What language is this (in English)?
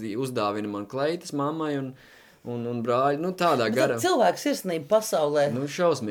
Latvian